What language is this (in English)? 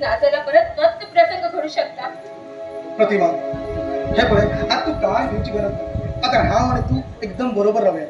Konkani